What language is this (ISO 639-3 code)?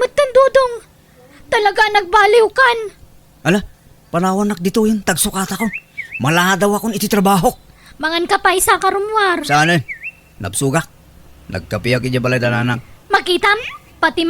ilo